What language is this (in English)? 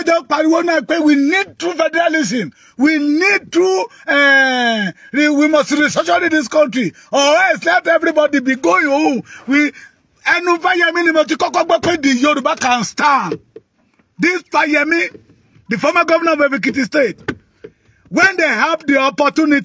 Yoruba